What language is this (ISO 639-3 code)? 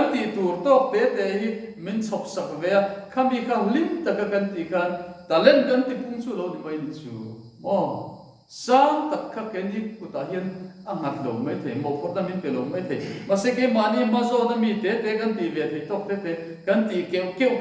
lus